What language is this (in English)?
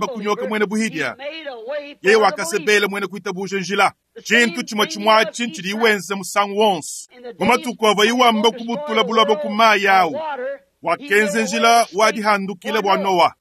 Luba-Lulua